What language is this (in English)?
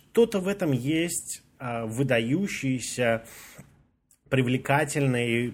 Russian